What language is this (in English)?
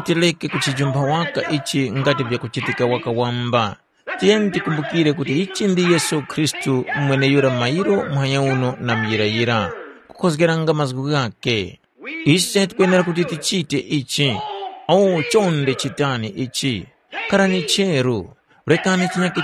Tumbuka